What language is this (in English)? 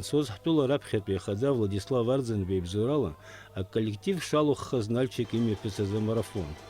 Abkhazian